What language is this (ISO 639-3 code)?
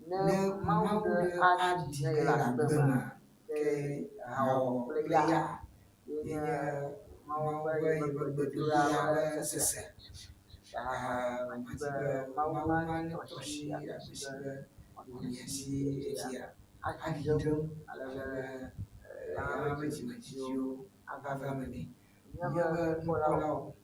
ewe